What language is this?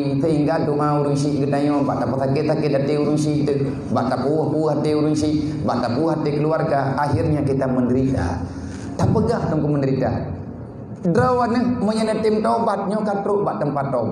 Achinese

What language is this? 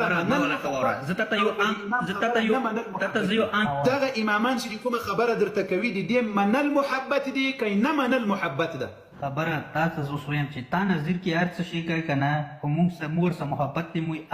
Pashto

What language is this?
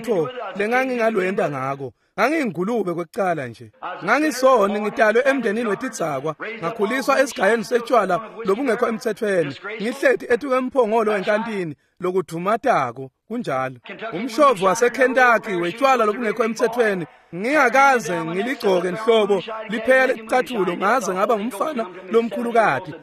Swati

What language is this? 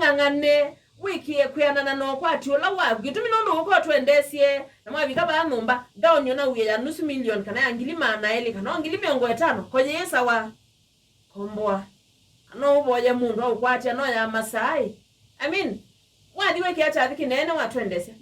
Kamba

